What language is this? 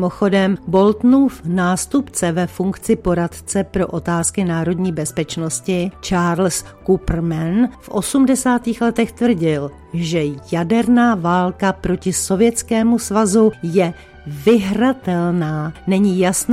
Czech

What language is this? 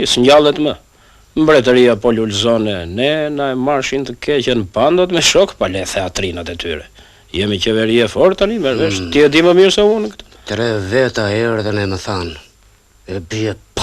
Albanian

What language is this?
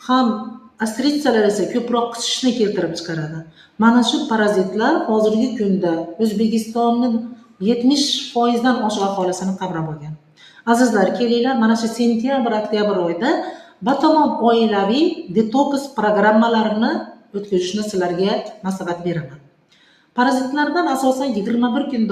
Uzbek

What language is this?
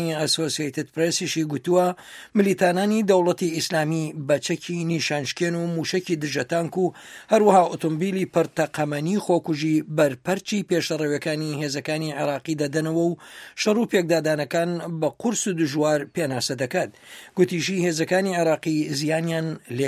Central Kurdish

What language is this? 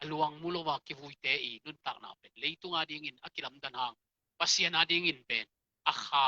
Tedim Chin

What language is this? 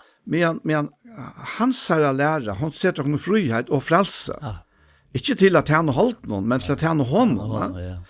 Faroese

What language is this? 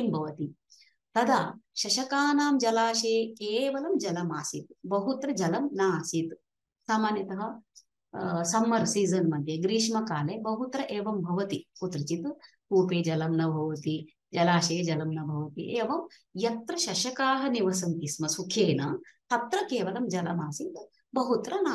Sanskrit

